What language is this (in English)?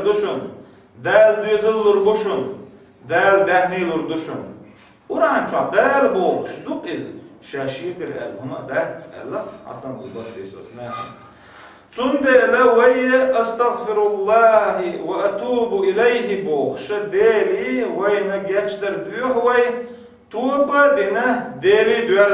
Chechen